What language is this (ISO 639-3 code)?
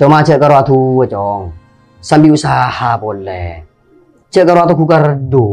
mad